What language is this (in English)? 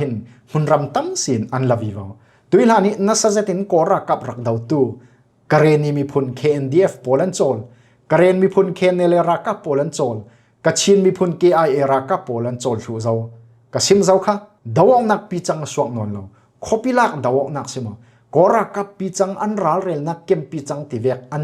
Falam Chin